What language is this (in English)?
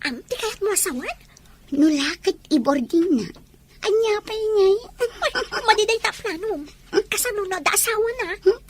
Iloko